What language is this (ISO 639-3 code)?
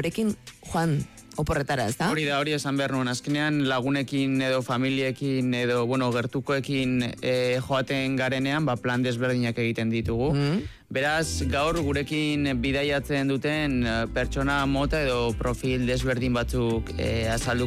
eus